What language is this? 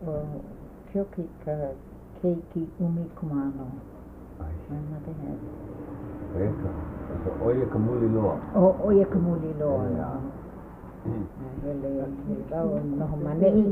Hawaiian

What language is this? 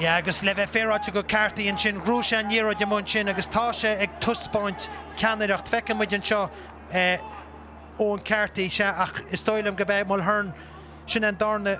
Irish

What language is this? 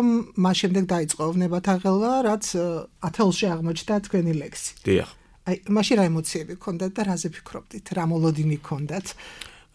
Georgian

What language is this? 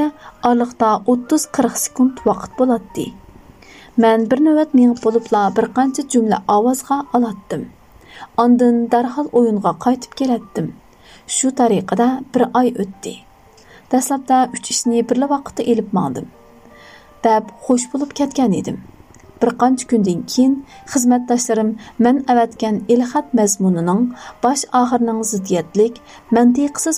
Uyghur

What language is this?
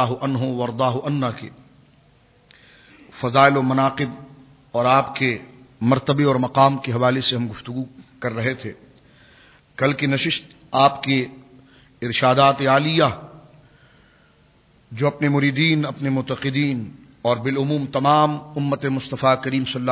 Urdu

